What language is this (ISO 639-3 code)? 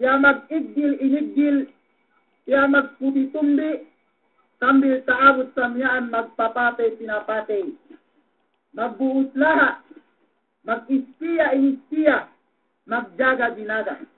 yka